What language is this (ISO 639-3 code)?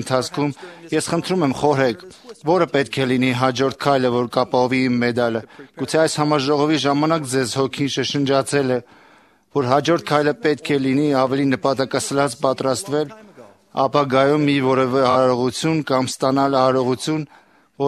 hye